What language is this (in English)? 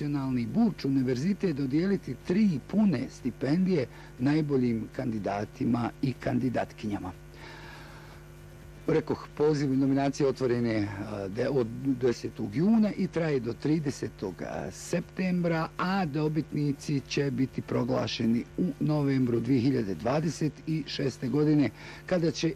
Bosnian